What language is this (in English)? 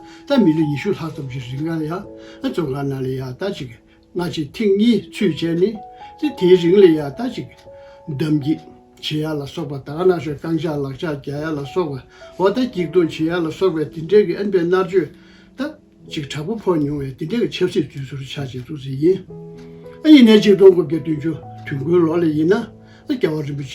Tibetan